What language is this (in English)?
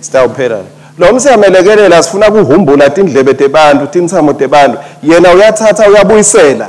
Swati